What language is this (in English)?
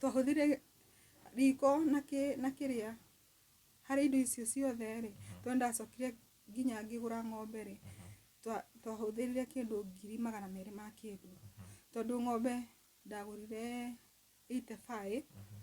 Kikuyu